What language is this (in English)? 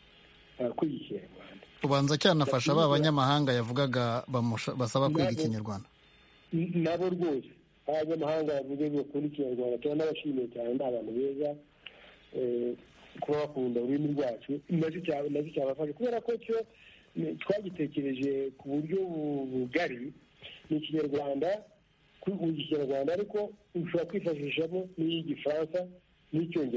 Kinyarwanda